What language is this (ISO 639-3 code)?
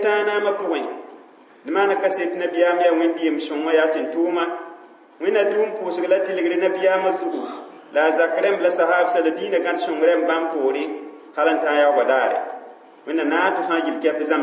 mos